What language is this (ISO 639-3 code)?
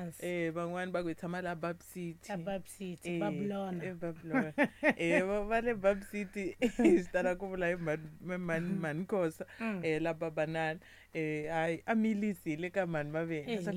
tso